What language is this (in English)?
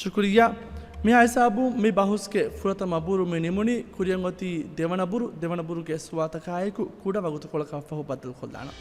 Divehi